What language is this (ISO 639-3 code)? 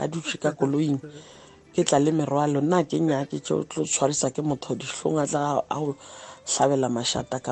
nbl